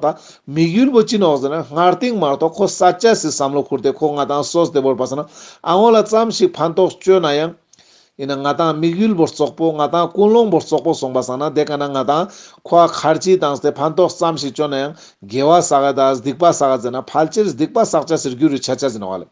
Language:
Ladakhi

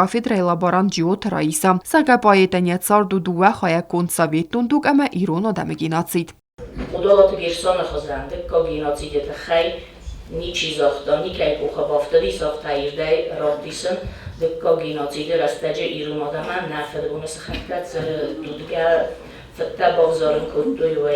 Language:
Ossetic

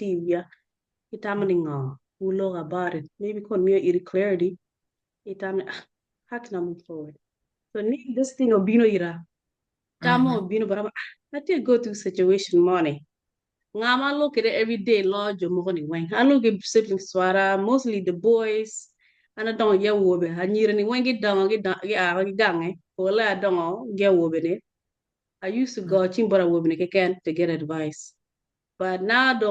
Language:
Acoli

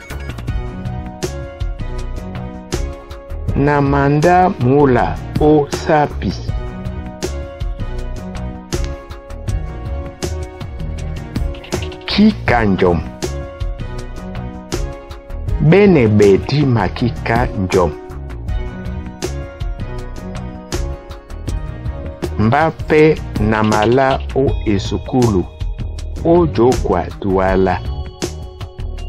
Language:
Duala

